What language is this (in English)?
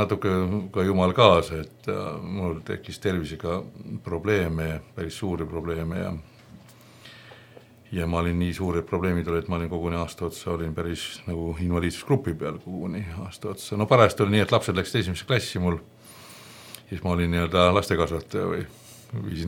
Estonian